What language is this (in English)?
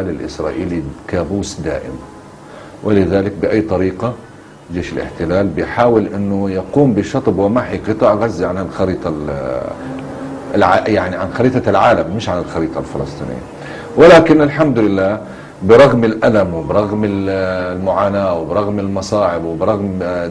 Egyptian Arabic